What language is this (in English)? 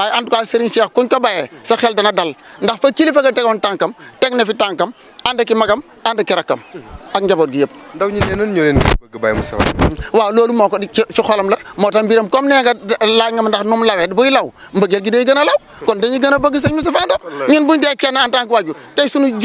Wolof